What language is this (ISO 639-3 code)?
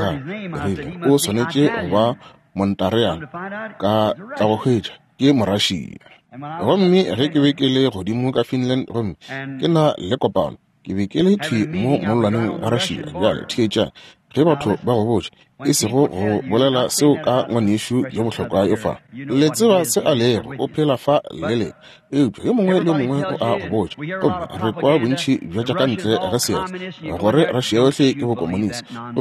nso